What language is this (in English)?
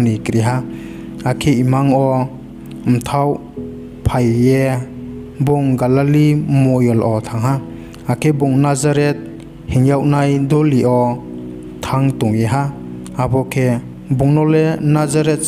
Riang (India)